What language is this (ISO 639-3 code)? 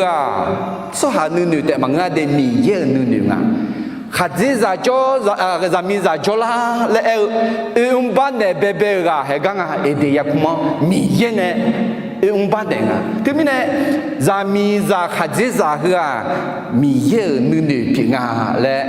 ahk